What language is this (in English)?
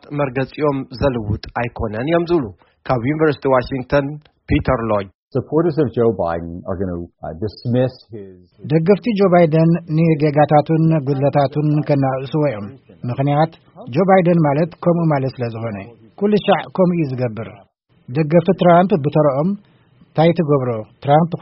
Tigrinya